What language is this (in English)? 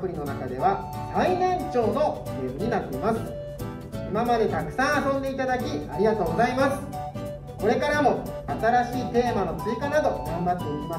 Japanese